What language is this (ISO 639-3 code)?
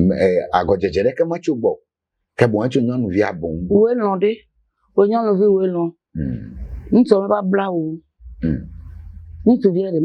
ewe